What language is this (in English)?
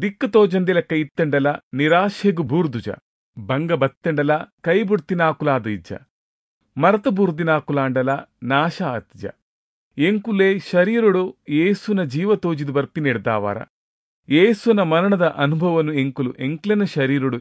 Tulu